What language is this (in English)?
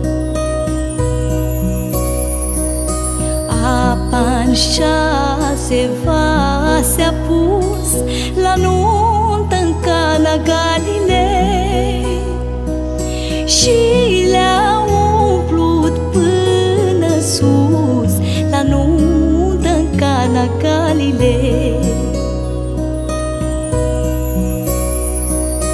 Romanian